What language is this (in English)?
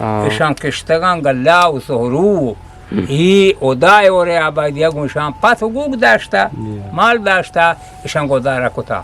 Eastern Balochi